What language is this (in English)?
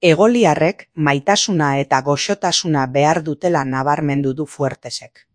Basque